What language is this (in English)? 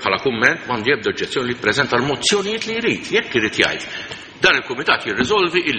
Maltese